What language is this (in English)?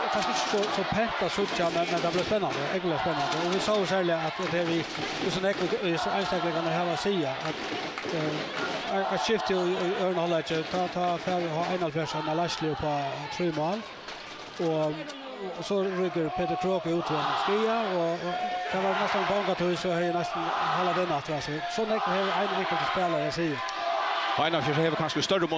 Faroese